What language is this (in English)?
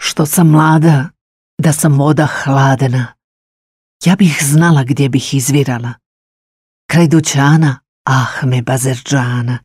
Croatian